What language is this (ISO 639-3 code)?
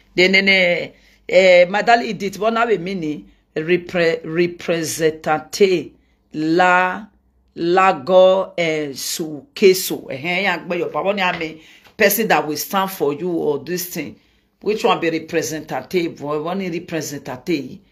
pcm